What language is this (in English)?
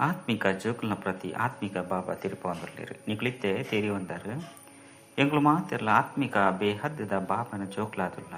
Tulu